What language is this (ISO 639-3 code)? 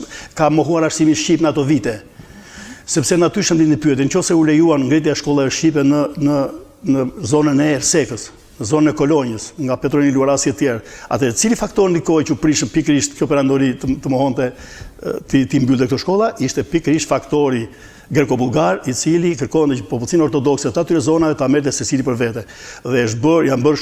sqi